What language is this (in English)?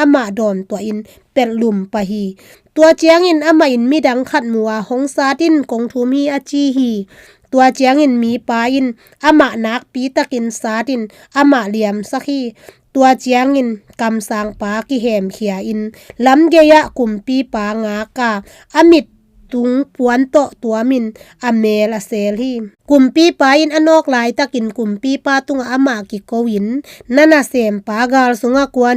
Tedim Chin